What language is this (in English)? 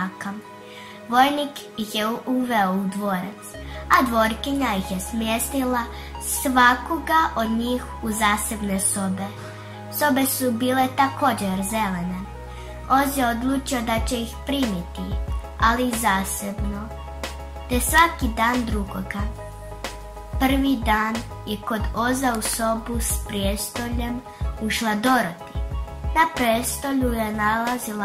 Croatian